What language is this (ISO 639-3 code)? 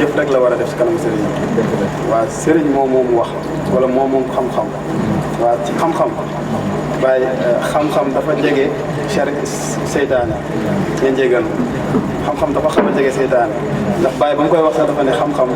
wol